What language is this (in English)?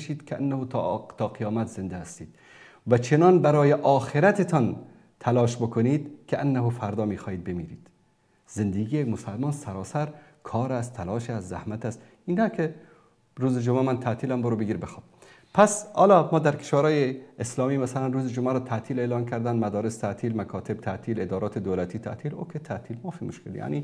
Persian